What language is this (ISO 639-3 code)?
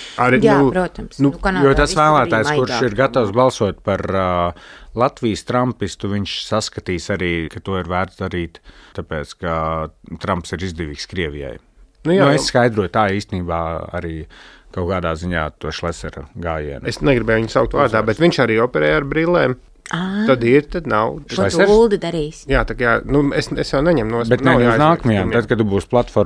lav